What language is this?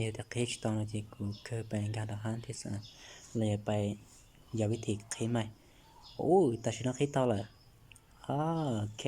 Hmong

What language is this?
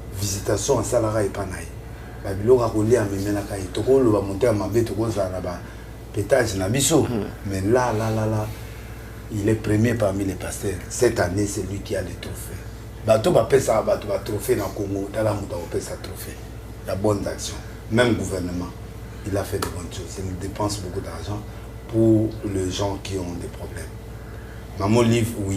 Lingala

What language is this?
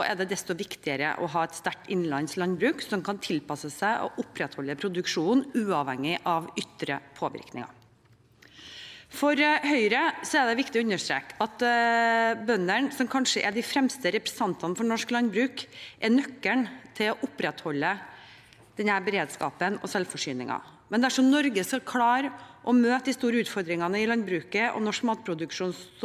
Norwegian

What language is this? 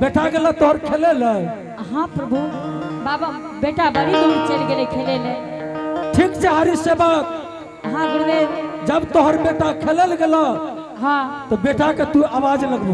Angika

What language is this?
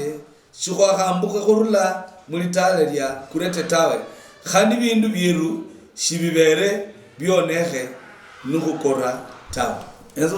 Luyia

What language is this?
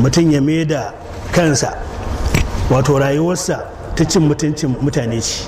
Hausa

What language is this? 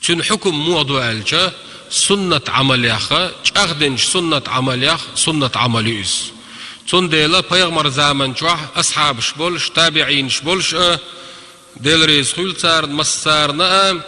Chechen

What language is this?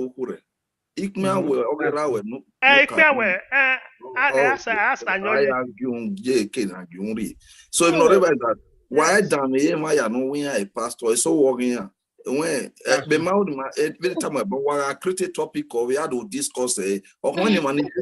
Bini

